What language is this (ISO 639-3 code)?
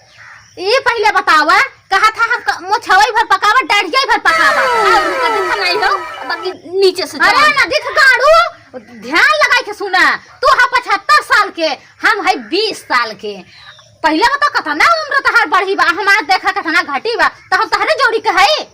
awa